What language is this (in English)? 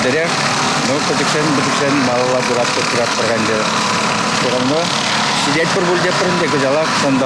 Chuvash